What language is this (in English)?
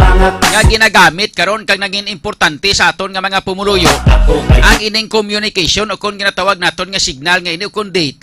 Hiligaynon